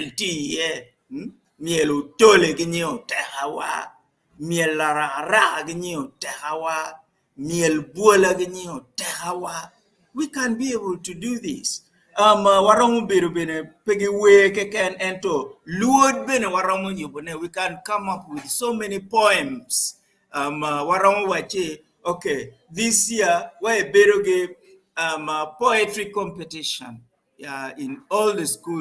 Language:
Acoli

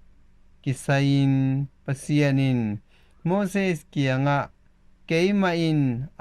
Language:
Tedim Chin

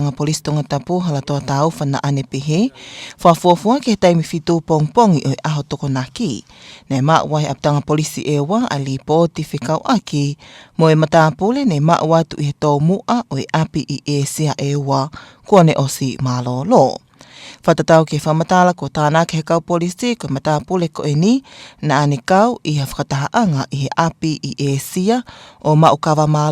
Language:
Tongan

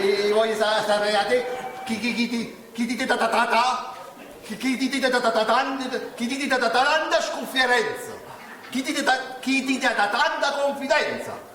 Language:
Neapolitan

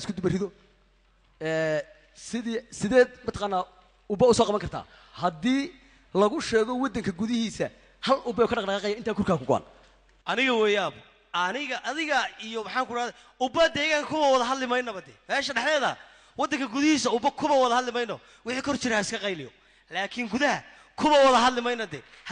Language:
Somali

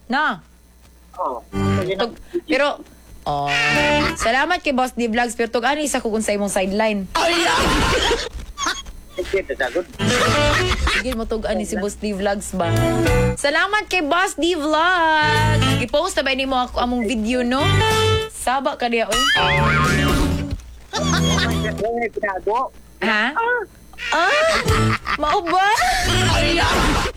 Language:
Cebuano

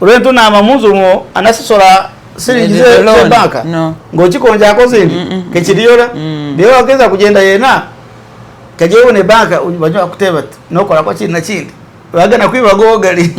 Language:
Masaaba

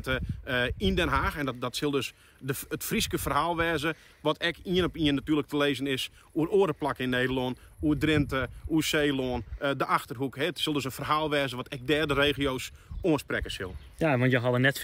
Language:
Western Frisian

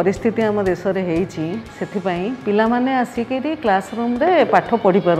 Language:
Odia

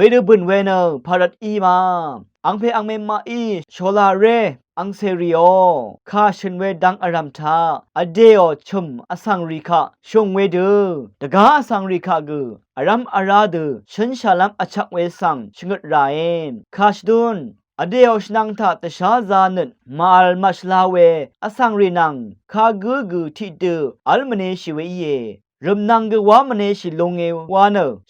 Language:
Rawang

